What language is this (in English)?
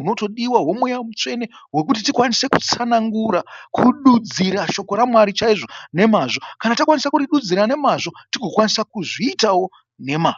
Shona